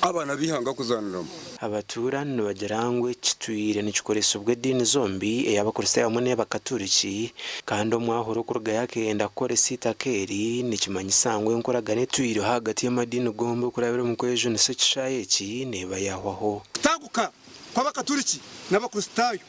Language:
Nyankole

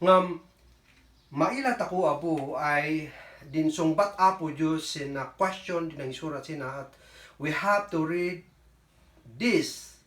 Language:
Kankanaey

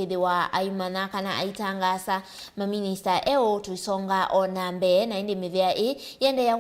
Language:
Kamba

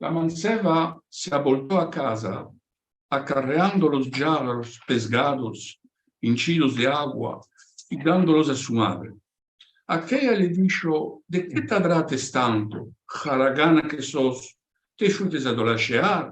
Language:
Ladino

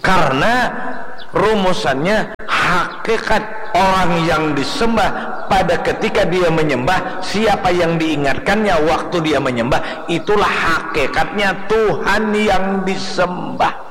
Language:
Banjar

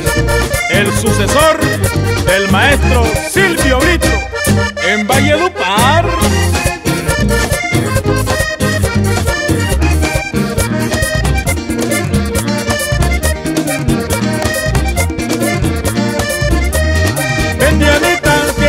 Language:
Spanish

